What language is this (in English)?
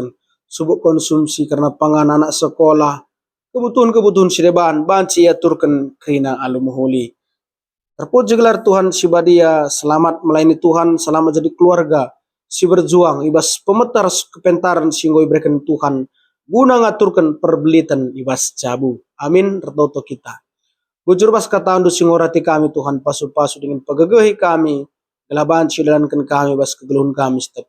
Batak Karo